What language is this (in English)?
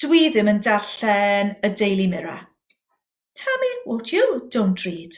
Welsh